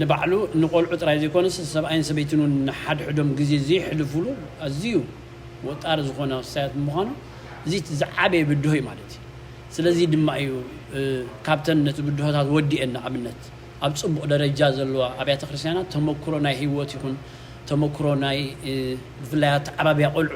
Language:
Tigrinya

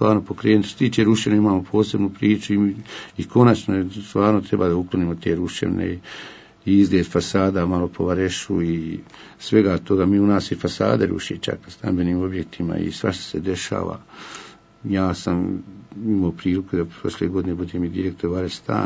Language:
Bosnian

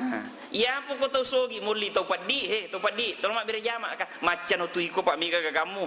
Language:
Buginese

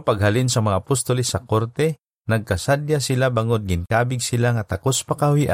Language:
Hiligaynon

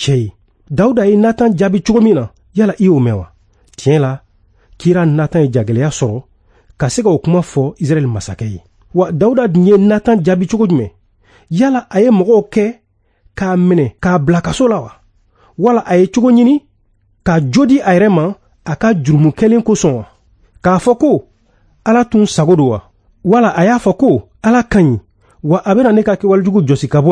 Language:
Bambara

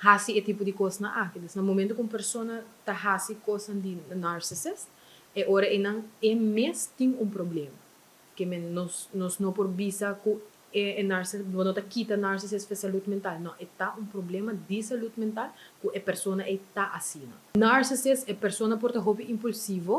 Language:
Papiamento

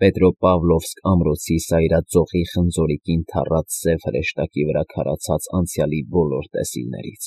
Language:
Armenian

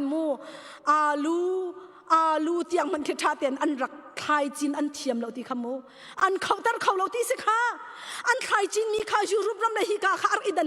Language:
Hakha Chin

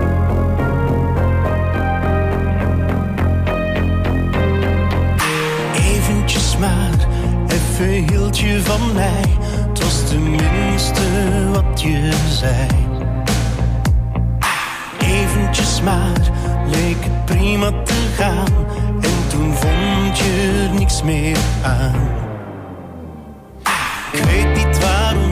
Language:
Dutch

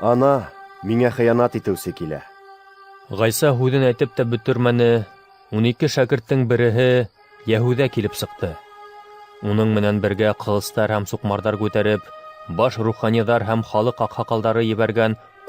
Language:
Bashkir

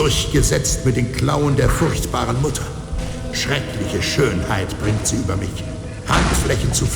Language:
Bavarian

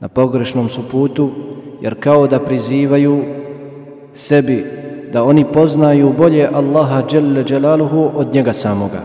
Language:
Croatian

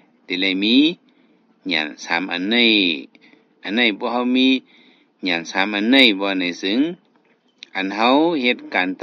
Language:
Shan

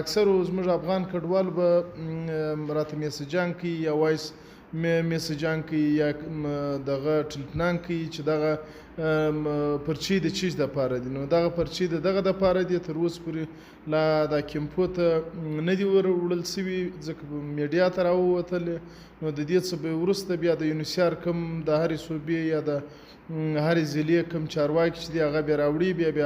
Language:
Pashto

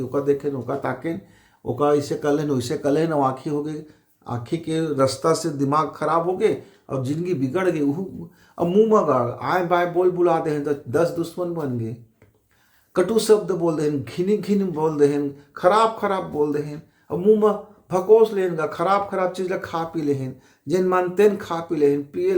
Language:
Chhattisgarhi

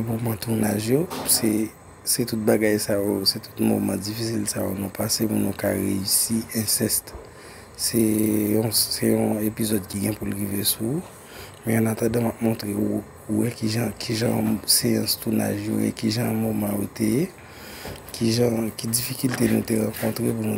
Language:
Haitian Creole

